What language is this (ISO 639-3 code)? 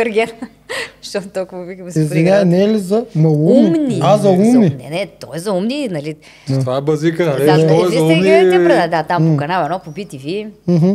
bul